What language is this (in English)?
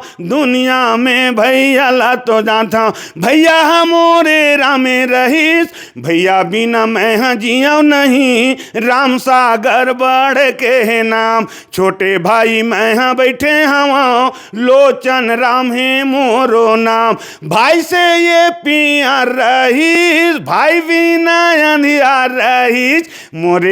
Chhattisgarhi